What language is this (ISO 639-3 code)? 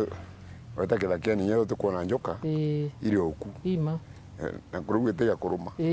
mer